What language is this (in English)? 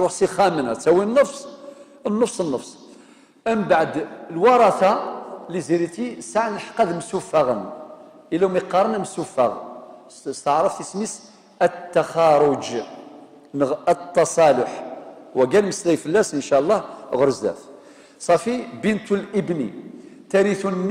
Kabyle